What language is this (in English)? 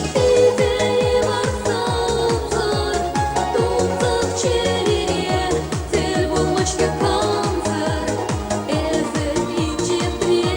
Chuvash